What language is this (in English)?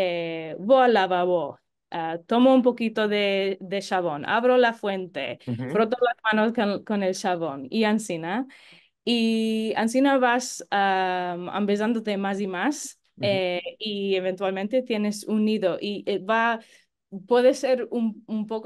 Ladino